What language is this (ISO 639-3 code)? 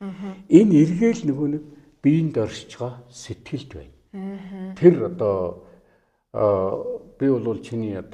mon